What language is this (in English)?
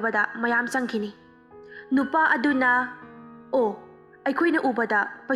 Manipuri